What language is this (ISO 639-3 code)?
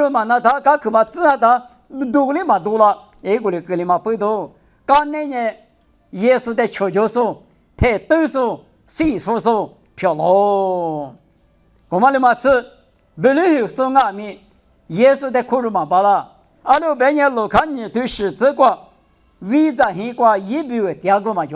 lis